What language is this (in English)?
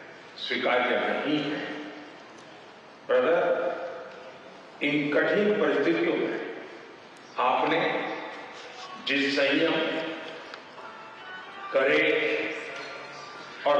Hindi